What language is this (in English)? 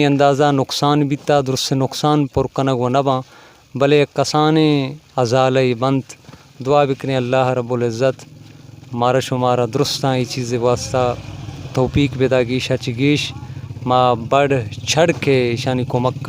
Baluchi